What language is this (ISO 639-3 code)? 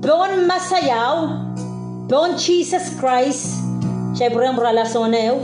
pon